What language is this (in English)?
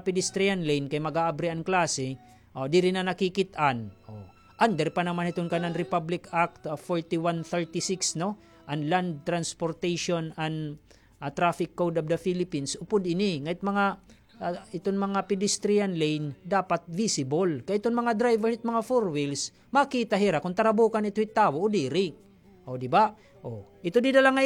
Waray